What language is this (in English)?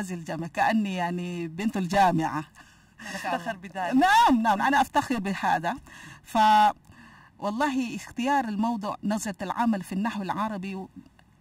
Arabic